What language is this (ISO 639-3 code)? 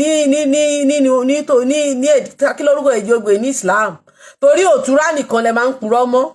yor